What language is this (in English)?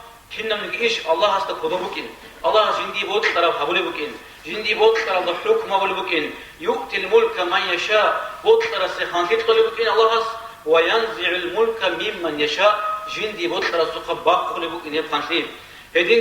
Avaric